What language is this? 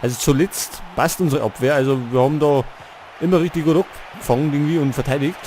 Bavarian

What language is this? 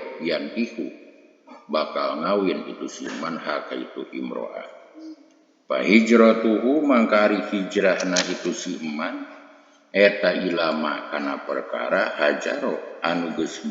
Sundanese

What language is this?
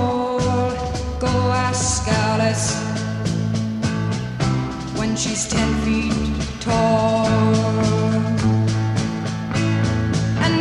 English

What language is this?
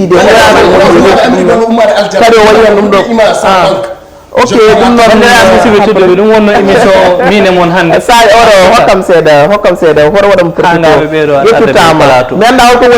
Fula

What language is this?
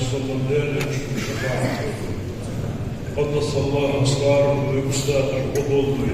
Ingush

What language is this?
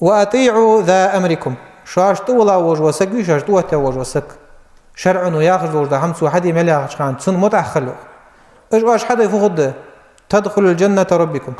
Ingush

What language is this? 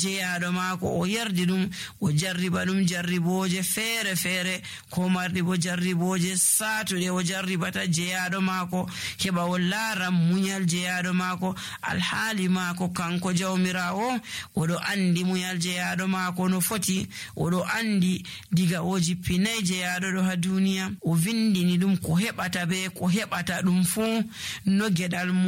Nigerian Fulfulde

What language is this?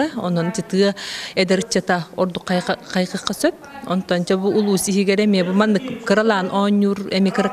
Yakut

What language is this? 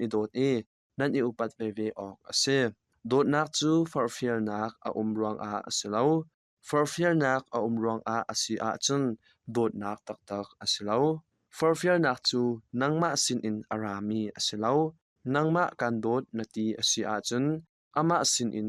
Hakha Chin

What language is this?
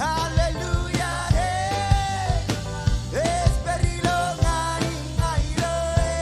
Marshallese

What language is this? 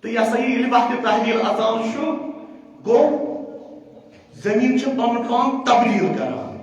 Kashmiri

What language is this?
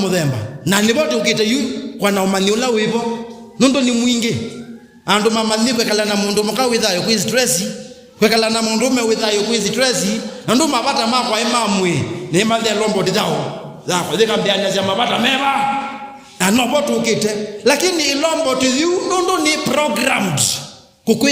Kamba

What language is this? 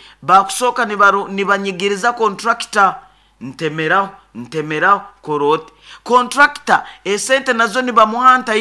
Nyoro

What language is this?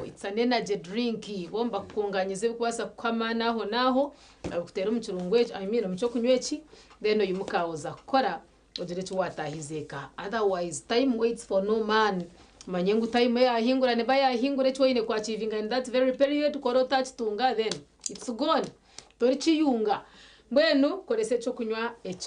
Nyankole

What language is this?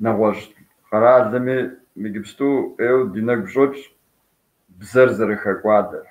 Kabardian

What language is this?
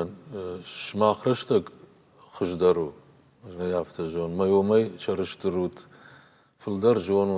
Ossetic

